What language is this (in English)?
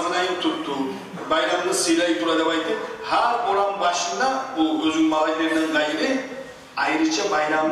Kumyk